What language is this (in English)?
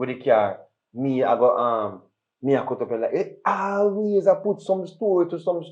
Jamaican Creole English